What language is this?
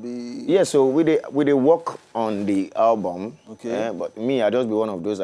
Nigerian Pidgin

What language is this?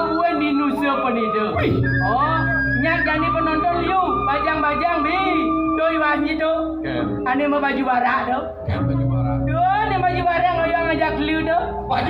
Balinese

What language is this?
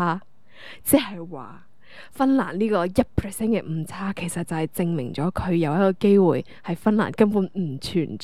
Cantonese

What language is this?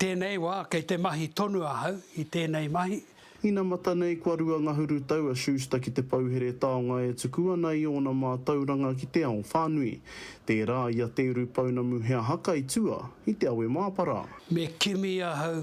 Māori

